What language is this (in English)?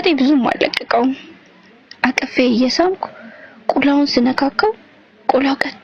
Amharic